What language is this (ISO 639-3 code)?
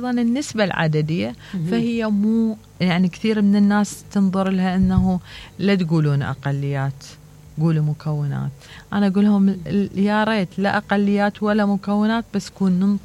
acm